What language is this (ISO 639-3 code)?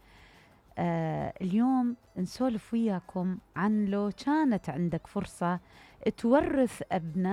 acm